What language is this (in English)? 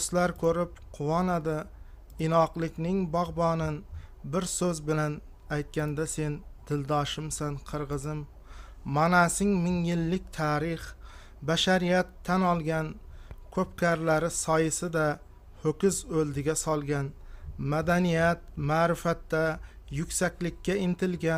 Uzbek